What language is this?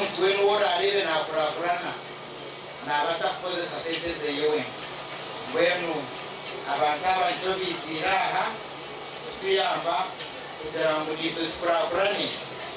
Nyankole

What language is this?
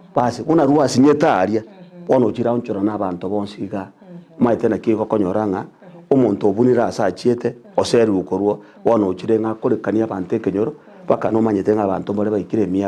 Gusii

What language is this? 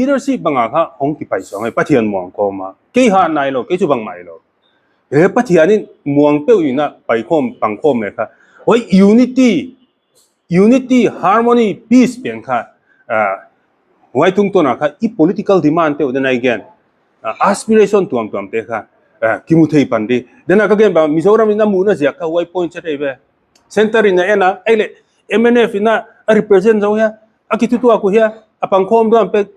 Paite Chin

